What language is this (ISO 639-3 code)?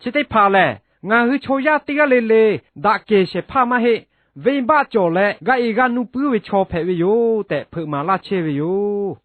lhu